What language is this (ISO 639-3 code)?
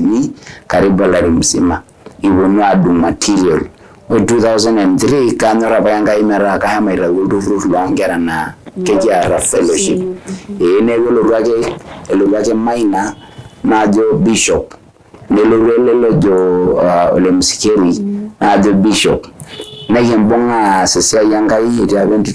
mas